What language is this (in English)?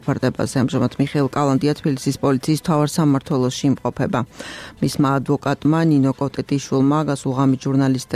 Georgian